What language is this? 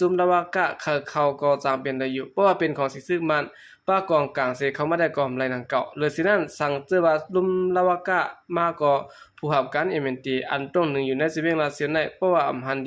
Shan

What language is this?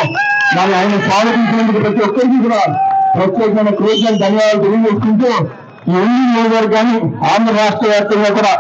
Telugu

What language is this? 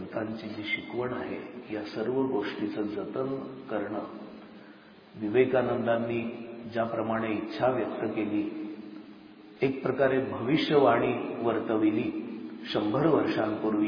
Marathi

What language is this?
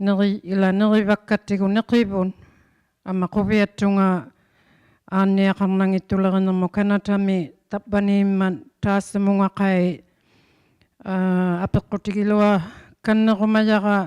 Inuktitut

